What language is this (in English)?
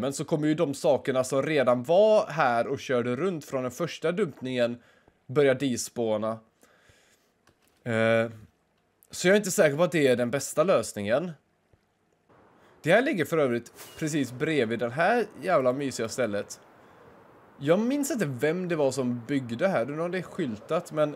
Swedish